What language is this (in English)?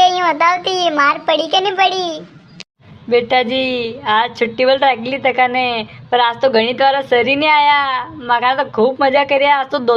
Rajasthani